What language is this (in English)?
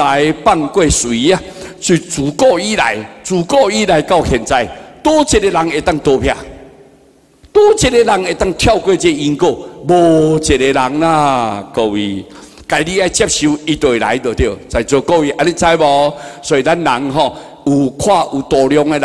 Min Nan Chinese